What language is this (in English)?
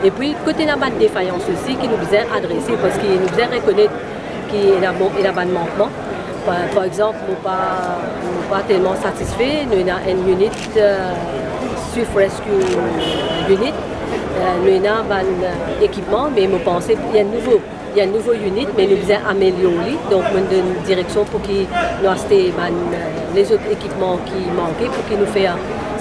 Morisyen